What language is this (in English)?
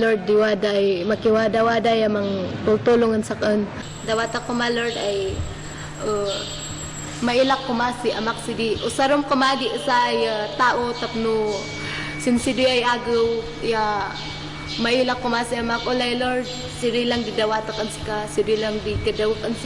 Kankanaey